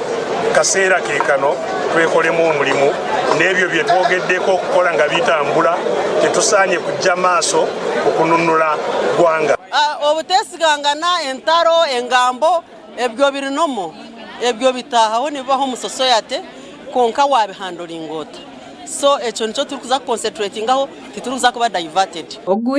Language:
Nyankole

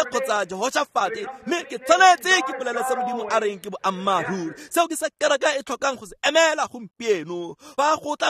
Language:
Tswana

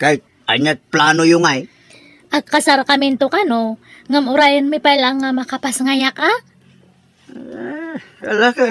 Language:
Iloko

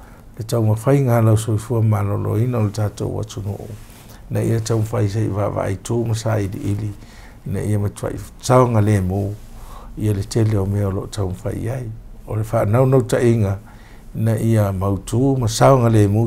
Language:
Samoan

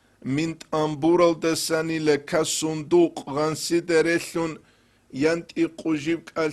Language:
Avaric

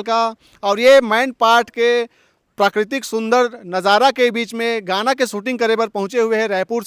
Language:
Chhattisgarhi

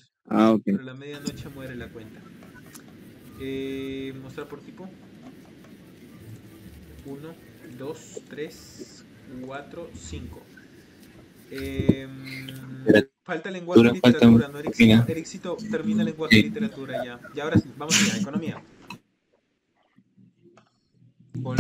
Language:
Spanish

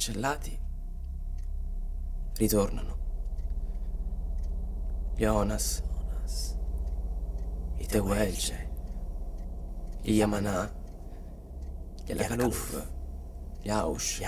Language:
Italian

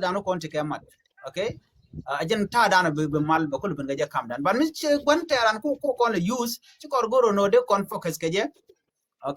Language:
Nuer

